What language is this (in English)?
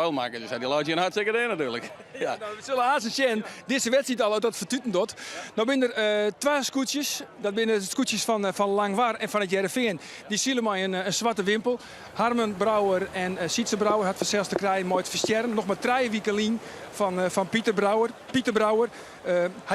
Western Frisian